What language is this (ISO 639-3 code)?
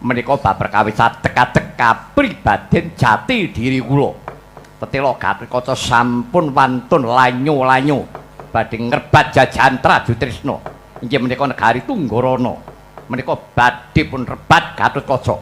jav